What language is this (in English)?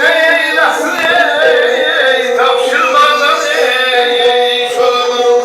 South Azerbaijani